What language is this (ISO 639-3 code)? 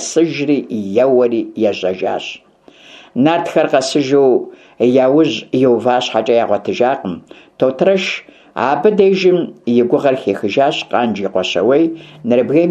kbd